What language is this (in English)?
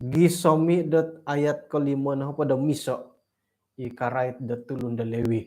Central Dusun